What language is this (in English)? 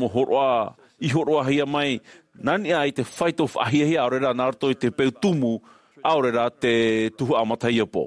Tahitian